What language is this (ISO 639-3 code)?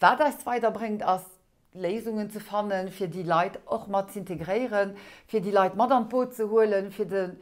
ltz